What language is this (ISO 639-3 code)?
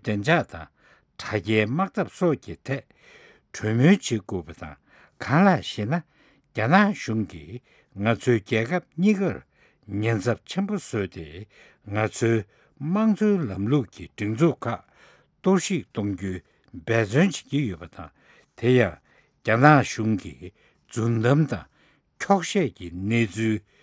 bod